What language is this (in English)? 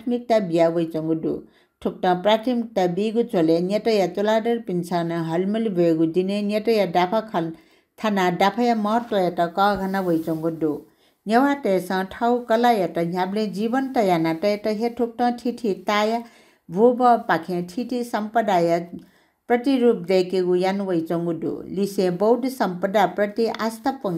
Newari